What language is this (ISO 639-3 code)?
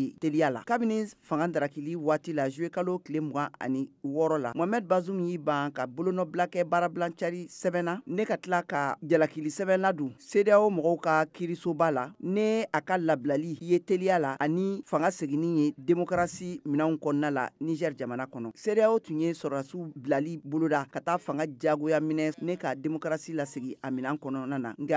bam